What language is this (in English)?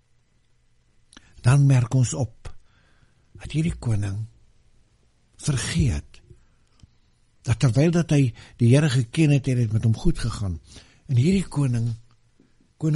Afrikaans